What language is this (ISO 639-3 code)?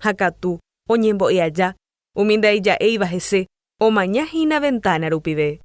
grn